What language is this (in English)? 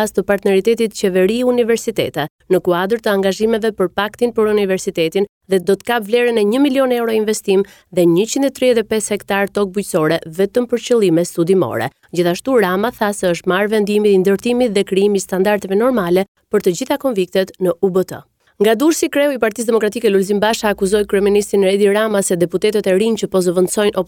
Albanian